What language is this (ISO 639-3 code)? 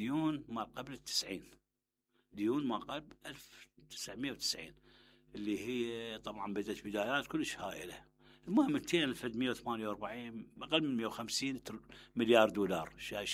acm